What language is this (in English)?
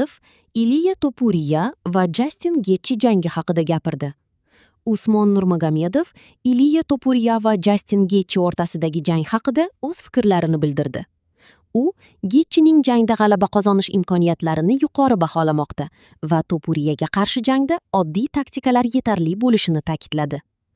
Uzbek